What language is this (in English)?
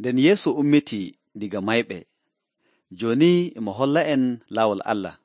Nigerian Fulfulde